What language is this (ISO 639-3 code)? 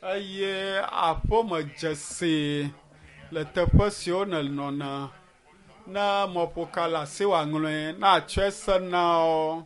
ewe